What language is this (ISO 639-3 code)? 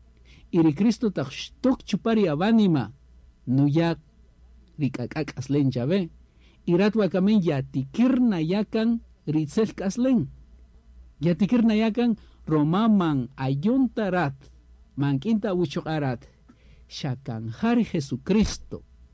cak